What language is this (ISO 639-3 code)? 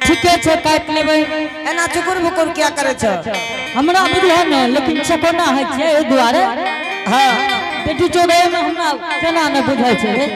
anp